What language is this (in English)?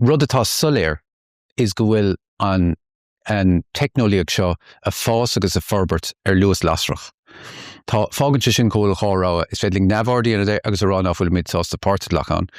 Irish